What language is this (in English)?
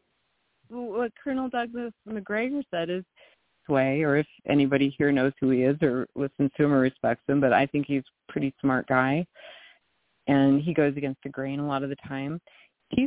English